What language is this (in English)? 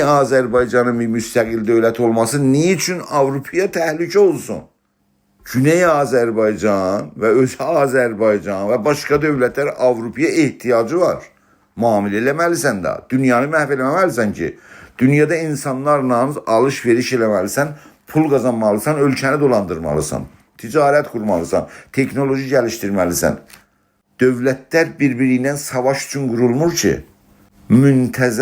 South Azerbaijani